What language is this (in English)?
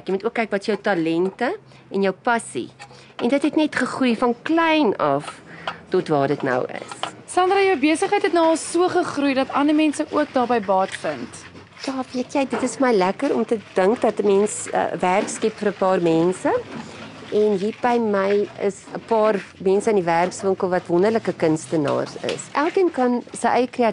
Afrikaans